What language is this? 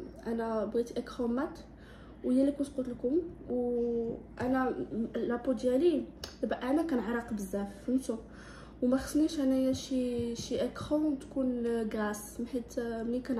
Moroccan Arabic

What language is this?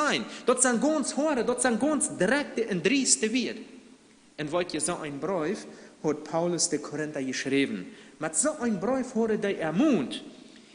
Plautdietsch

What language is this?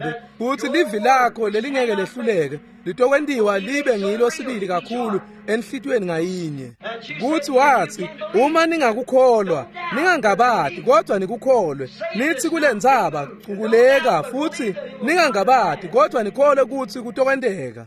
Swati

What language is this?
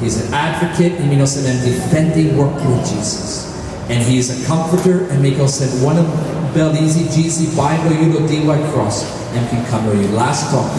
Tok Pisin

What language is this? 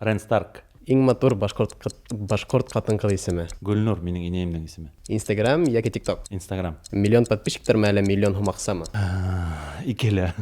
Bashkir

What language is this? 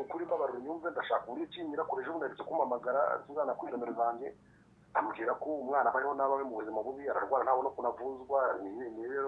Kinyarwanda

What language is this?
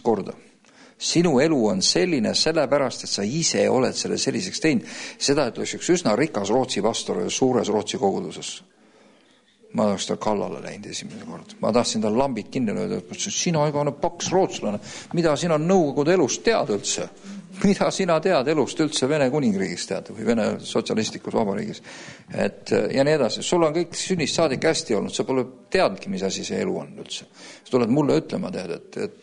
Estonian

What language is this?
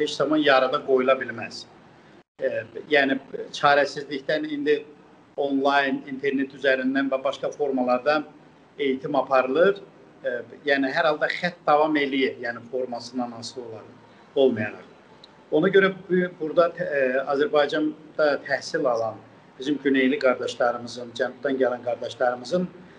South Azerbaijani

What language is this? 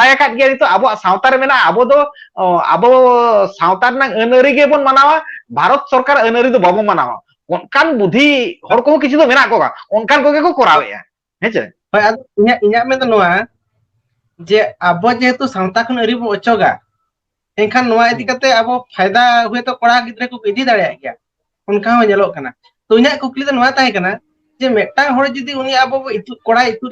Santali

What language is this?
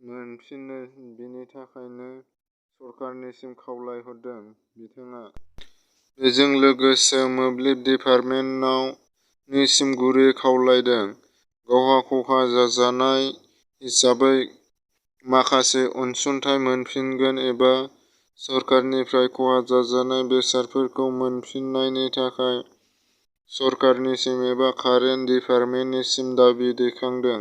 Bodo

